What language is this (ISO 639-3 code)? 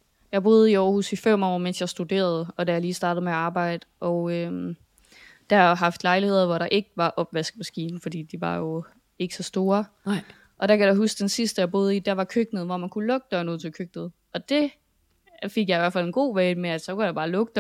dan